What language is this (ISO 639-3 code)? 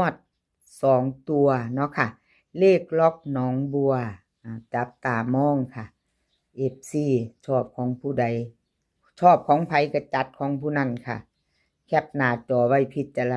tts